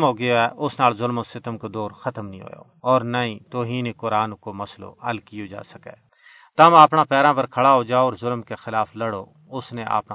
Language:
Gujari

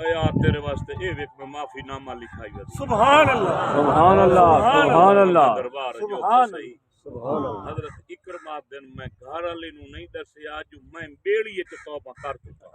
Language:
Saraiki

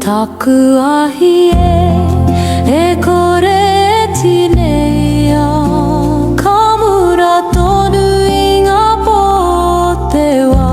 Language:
Māori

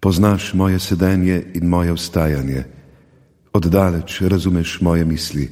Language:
Slovenian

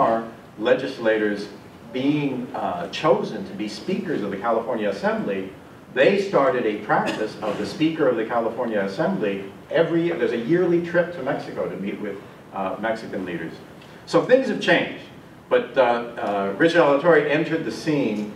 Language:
English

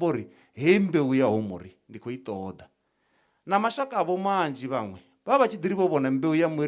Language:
Venda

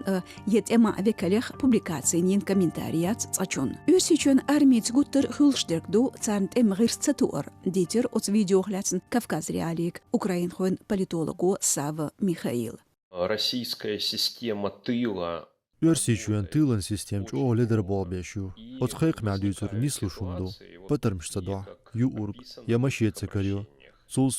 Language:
Chechen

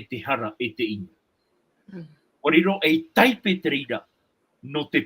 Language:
Tahitian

